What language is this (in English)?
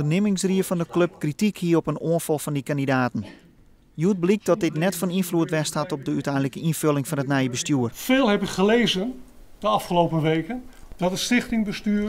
Western Frisian